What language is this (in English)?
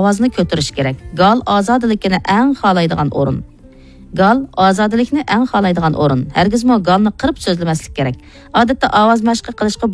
Uyghur